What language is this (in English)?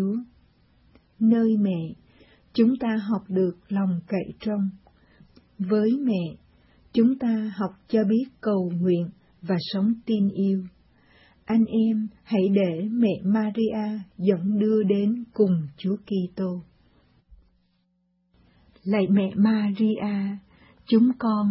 Vietnamese